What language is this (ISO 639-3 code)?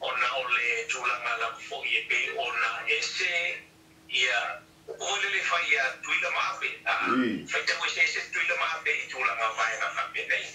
smo